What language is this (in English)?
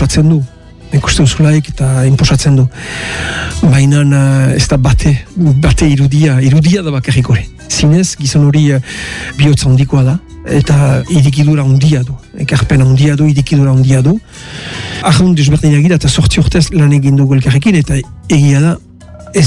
Basque